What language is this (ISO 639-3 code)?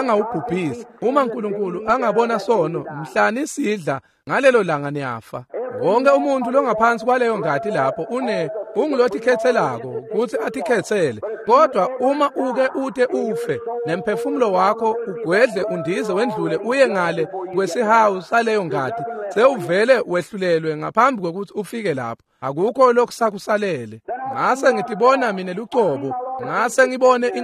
ssw